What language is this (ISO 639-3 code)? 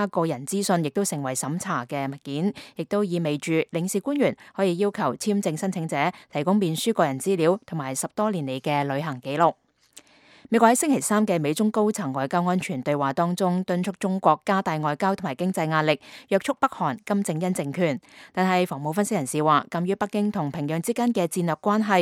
yue